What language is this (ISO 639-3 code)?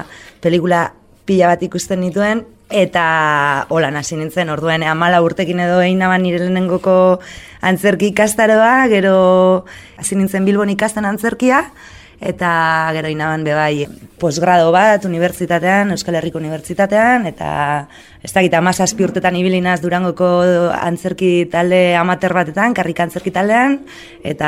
eus